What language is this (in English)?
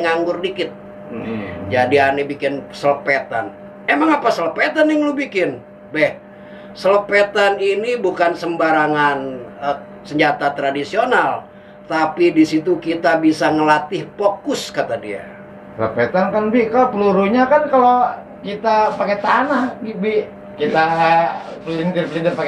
Betawi